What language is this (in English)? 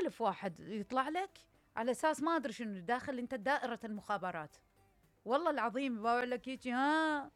Mesopotamian Arabic